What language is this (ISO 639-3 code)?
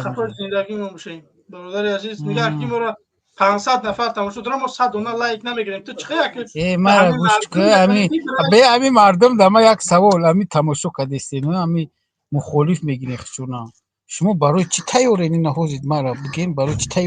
tgk